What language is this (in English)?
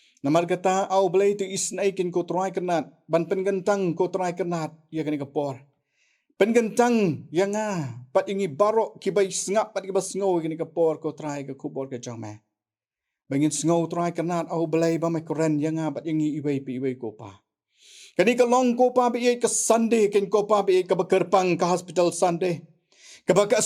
Khasi